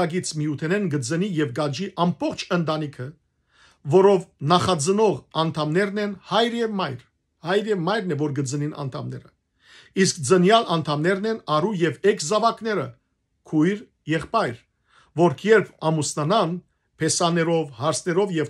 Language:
Western Armenian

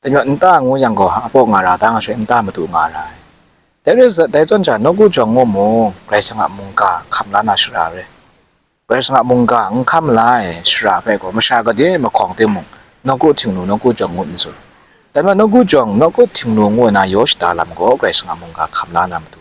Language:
Kachin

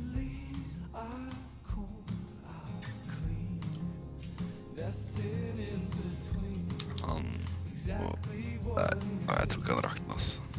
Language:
Norwegian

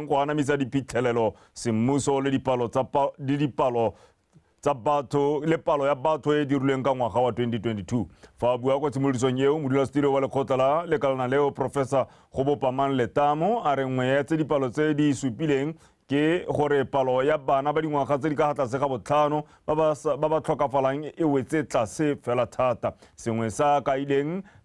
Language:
Tswana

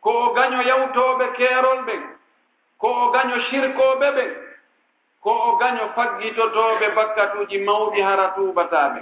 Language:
Fula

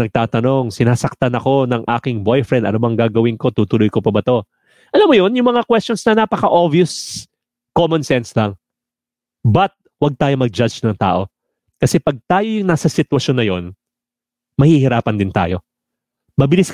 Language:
Filipino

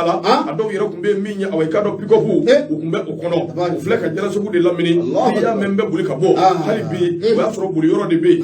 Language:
Bambara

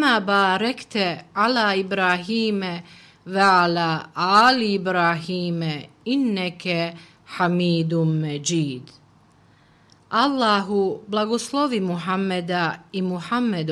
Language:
Bosnian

